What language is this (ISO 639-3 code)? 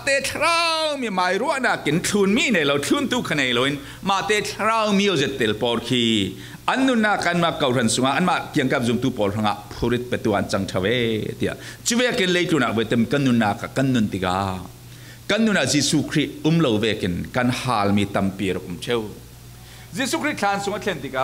cfm